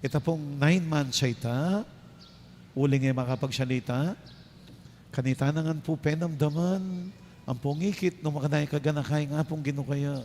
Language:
Pampanga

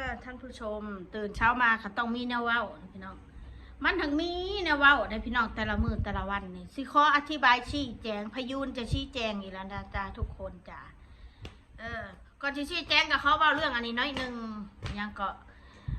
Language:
Northeastern Thai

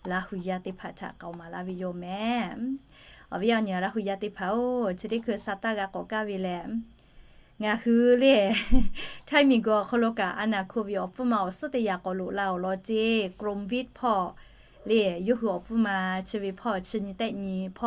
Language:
Lahu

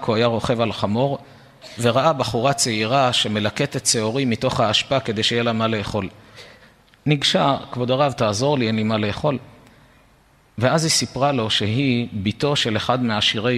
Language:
Hebrew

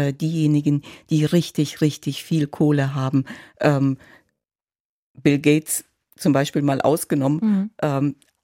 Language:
German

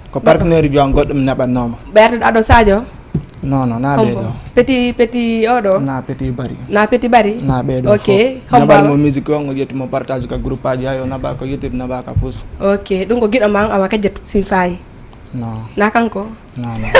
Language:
Fula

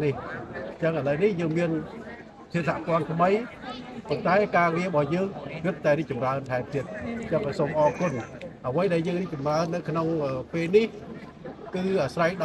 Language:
Khmer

